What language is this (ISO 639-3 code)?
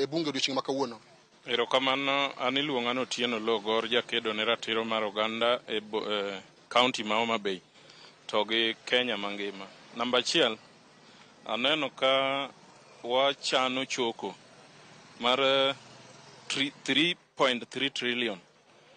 luo